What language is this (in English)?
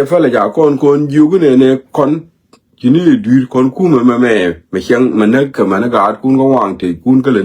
Nuer